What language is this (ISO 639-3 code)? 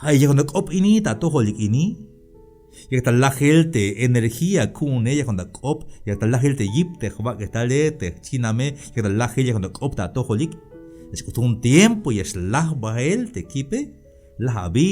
tzh